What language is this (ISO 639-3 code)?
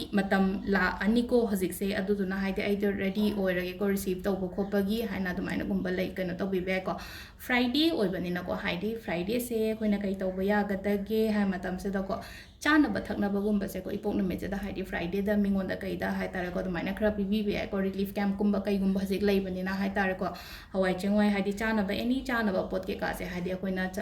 mni